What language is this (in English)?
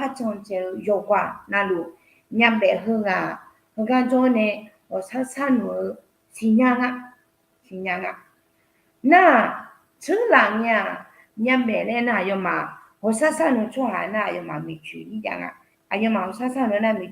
Akha